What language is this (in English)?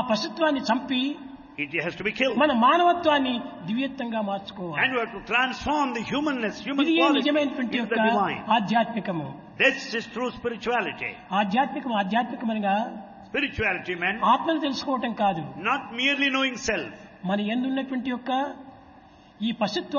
Telugu